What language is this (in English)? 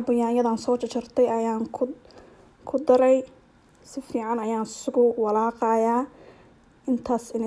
Somali